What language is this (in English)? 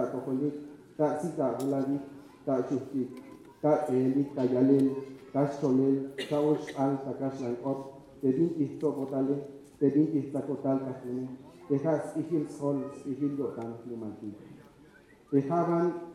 Tzeltal